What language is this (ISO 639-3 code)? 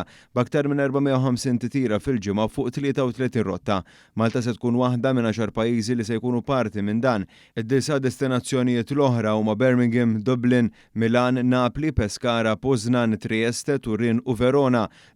mlt